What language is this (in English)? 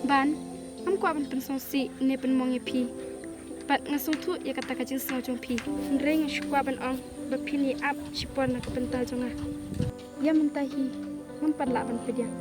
Khasi